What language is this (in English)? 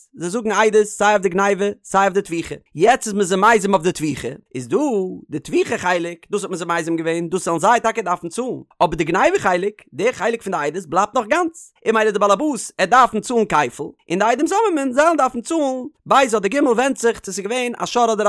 Yiddish